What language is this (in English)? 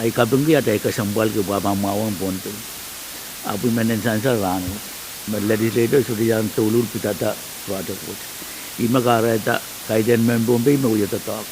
Pohnpeian